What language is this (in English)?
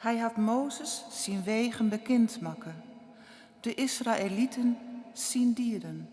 Western Frisian